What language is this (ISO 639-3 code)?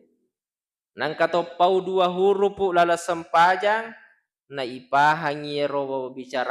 bug